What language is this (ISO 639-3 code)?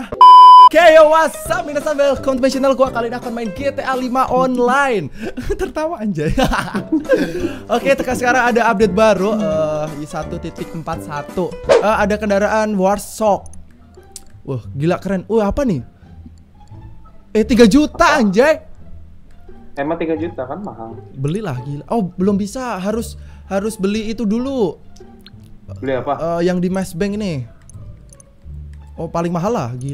ind